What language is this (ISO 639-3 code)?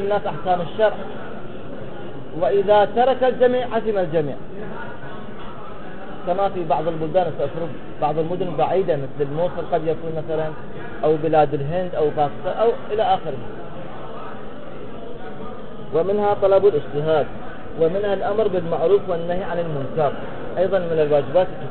ara